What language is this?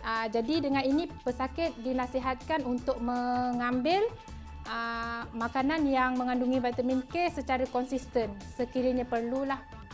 Malay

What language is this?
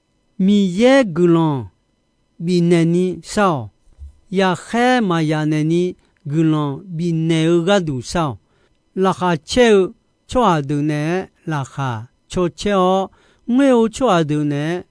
Akha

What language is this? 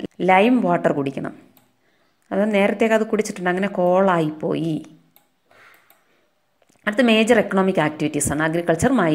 Malayalam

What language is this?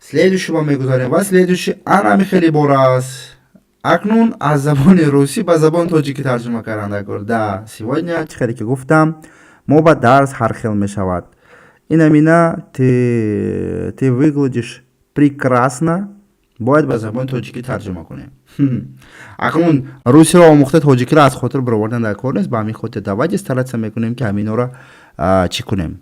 Tajik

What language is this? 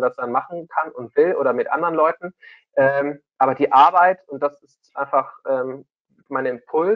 German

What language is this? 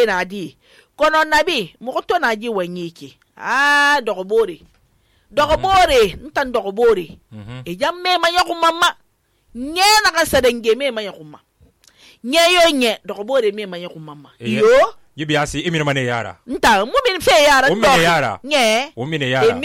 Susu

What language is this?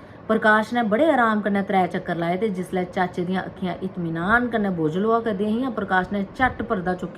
Dogri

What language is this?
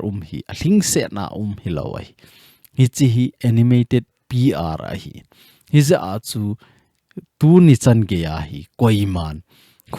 Thado Chin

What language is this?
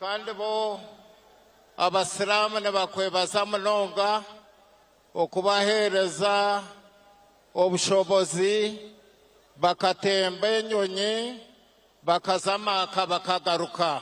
Nyankole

